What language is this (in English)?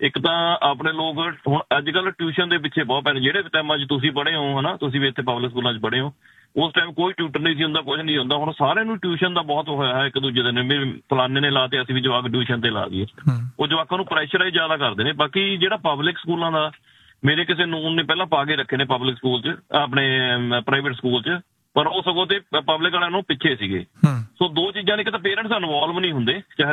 Punjabi